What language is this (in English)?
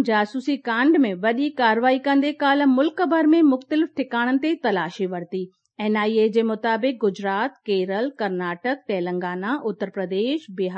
Sindhi